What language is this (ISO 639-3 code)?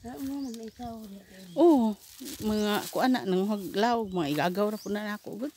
ceb